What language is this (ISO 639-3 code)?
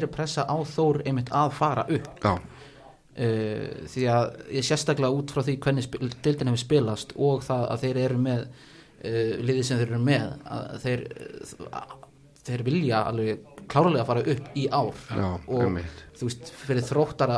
isl